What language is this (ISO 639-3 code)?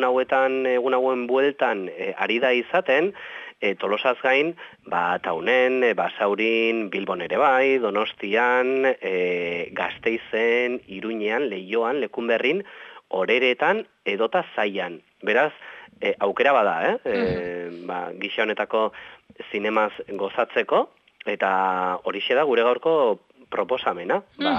eus